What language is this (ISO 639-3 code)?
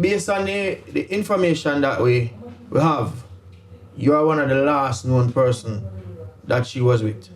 jam